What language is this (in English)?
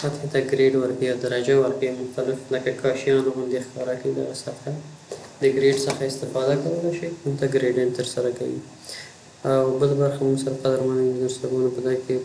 Pashto